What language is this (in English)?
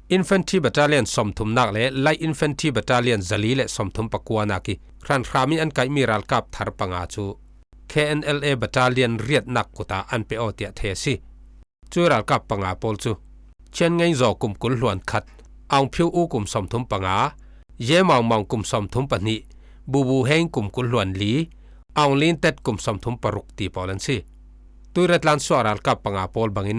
Falam Chin